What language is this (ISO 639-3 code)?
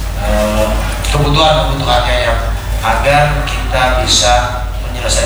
ind